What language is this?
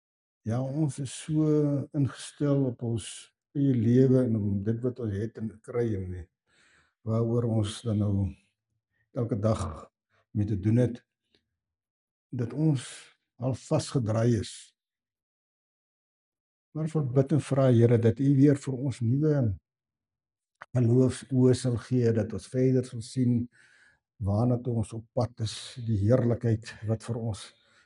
Afrikaans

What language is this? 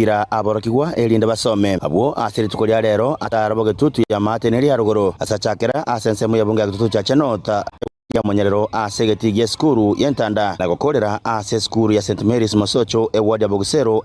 Gusii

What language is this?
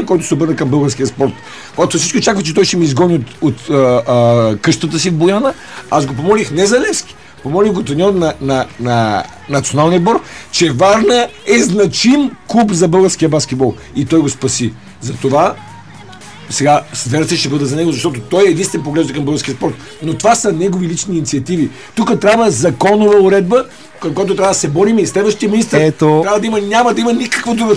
Bulgarian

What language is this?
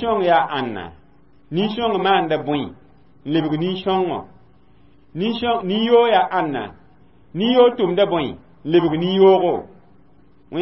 Mossi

